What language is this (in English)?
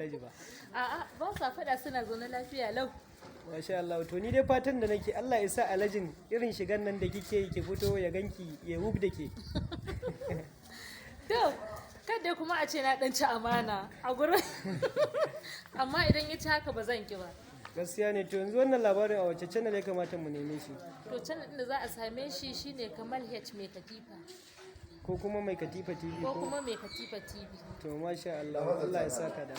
Hausa